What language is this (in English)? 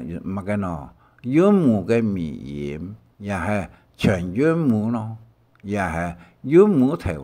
Hakka Chinese